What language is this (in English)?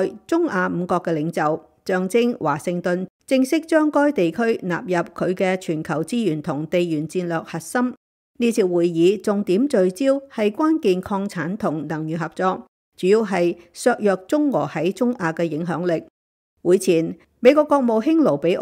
Cantonese